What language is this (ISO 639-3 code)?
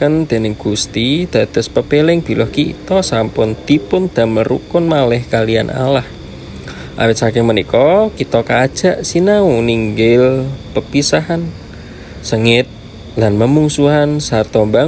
jav